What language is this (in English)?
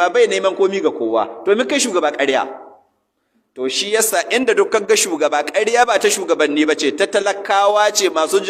Hausa